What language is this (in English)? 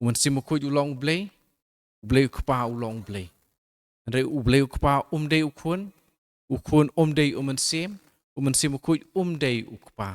Khasi